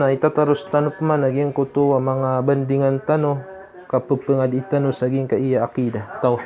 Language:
Maranao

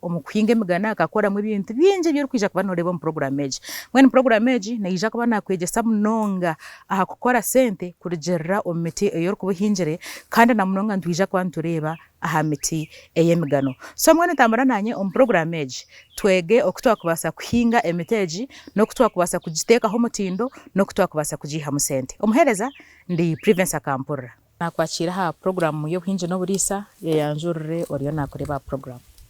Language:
Nyankole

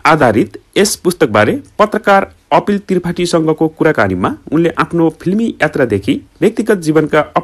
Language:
Nepali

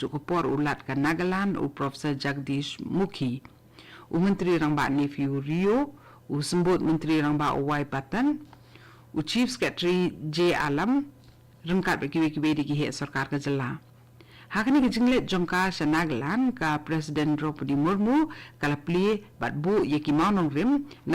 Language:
Khasi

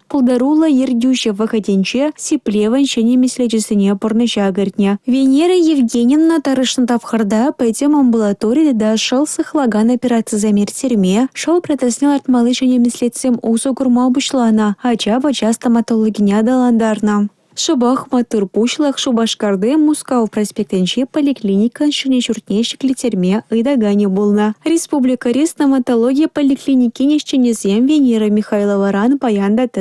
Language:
Chuvash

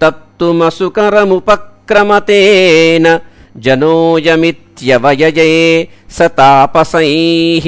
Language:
Sanskrit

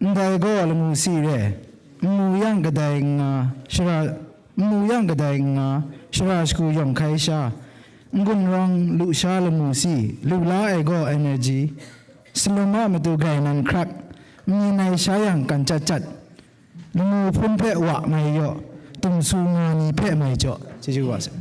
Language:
Kachin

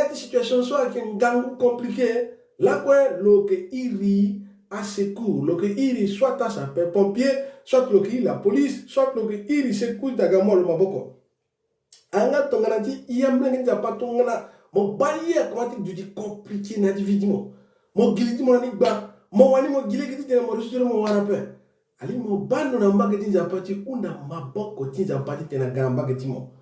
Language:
Sango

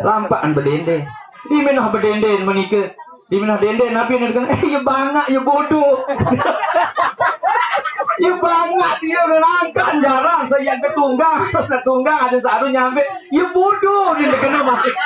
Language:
Sasak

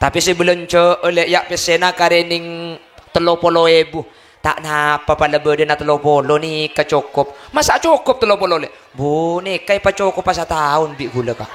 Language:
Madurese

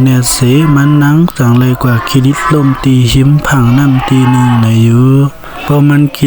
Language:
Shan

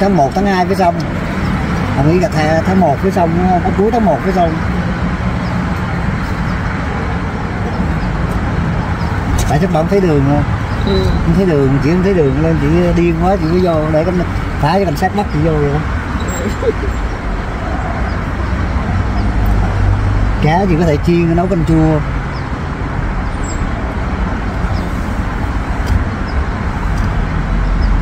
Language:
Vietnamese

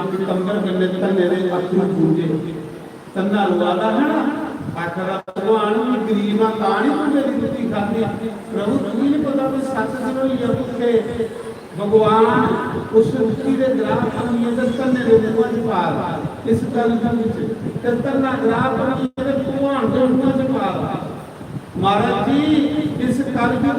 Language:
Dogri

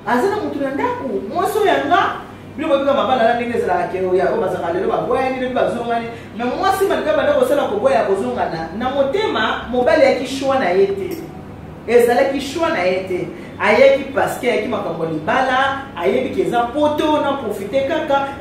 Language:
Lingala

